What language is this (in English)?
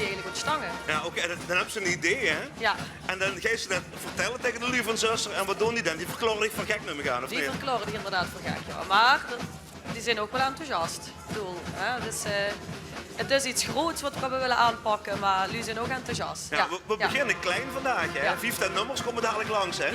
Limburgish